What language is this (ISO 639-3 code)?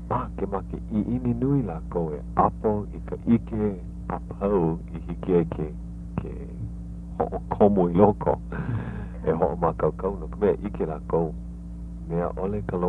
haw